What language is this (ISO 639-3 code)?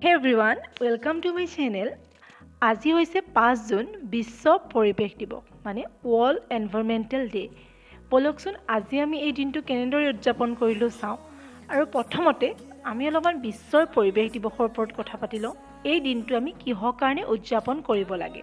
asm